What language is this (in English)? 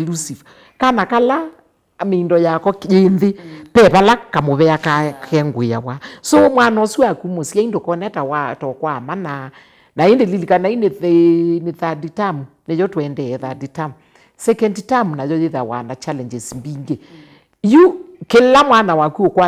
Kamba